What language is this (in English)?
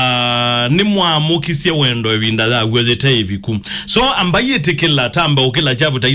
Kamba